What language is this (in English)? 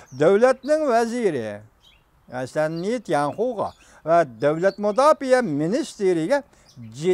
Uyghur